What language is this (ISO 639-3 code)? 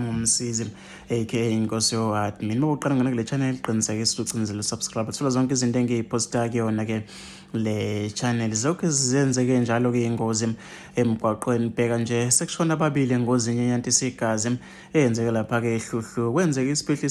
zul